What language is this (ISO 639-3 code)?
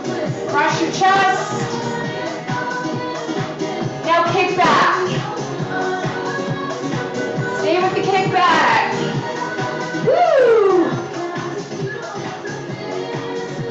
eng